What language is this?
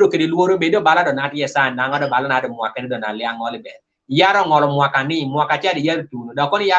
Kumam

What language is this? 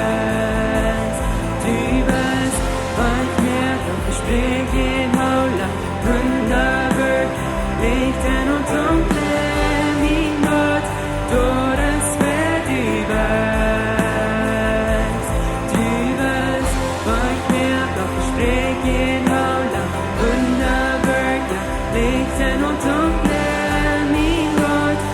Plautdietsch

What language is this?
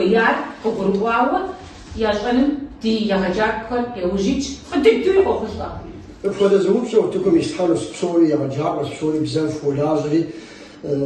Kabardian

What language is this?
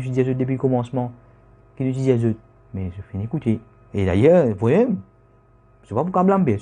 Morisyen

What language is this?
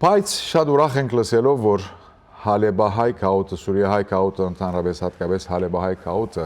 Western Armenian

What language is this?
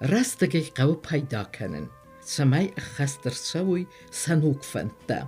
Ossetic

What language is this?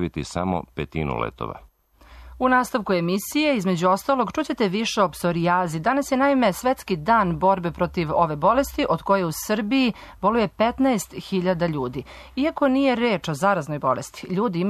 Serbian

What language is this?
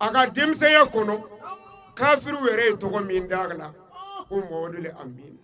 Bambara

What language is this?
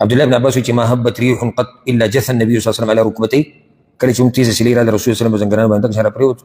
Pashto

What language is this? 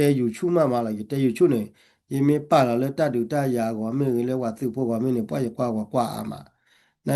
S'gaw Karen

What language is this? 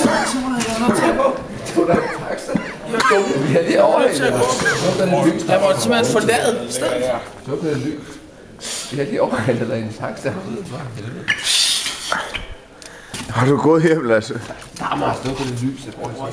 Danish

